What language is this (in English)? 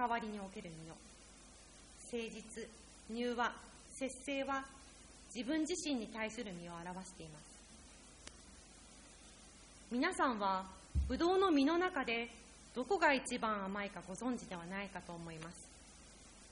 Japanese